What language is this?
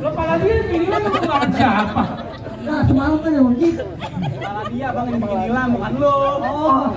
Betawi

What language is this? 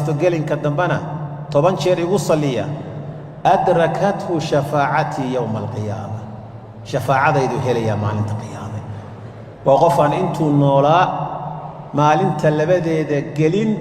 Somali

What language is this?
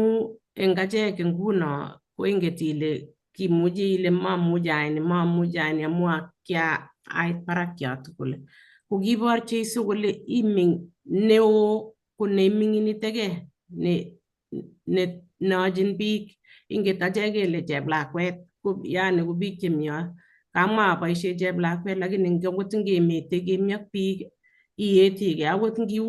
Kalenjin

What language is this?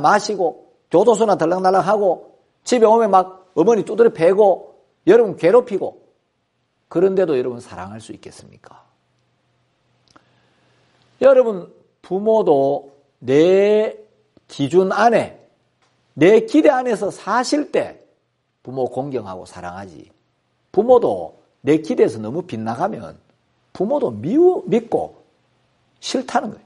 Korean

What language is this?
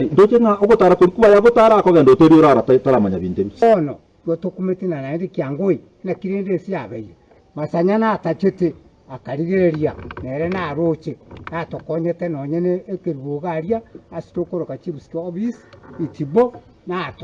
Gusii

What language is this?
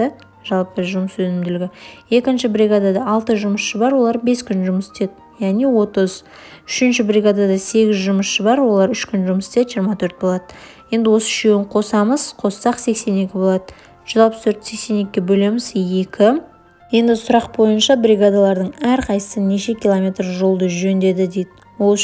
Kazakh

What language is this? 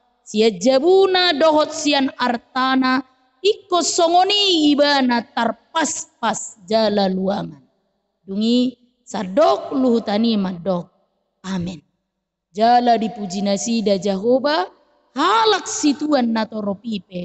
Batak Toba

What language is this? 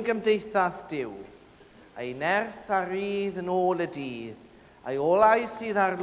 Welsh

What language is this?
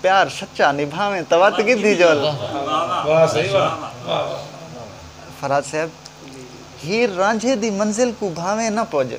Saraiki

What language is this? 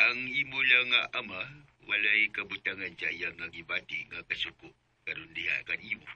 Cebuano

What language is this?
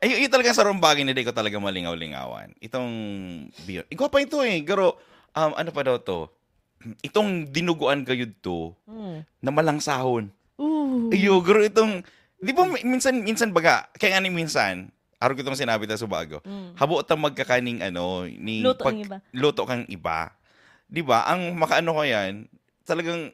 Bikol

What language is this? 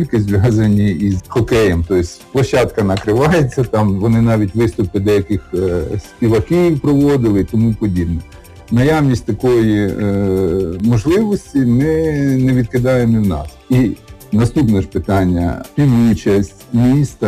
Ukrainian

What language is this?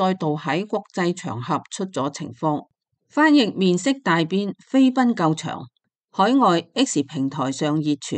Cantonese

